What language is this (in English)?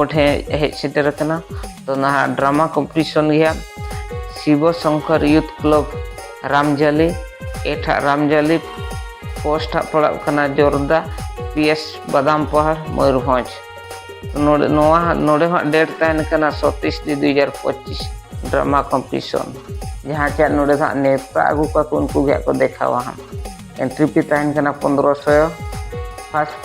Santali